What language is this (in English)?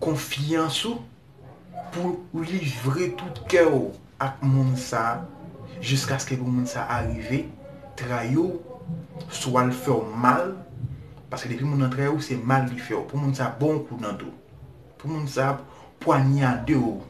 Haitian Creole